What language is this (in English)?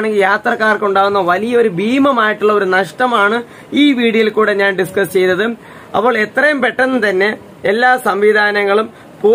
Malayalam